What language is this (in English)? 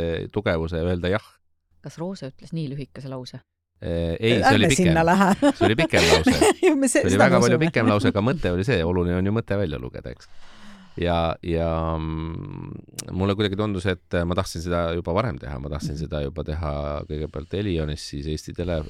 Estonian